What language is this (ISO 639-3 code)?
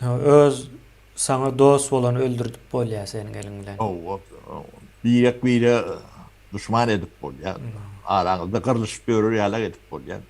tuk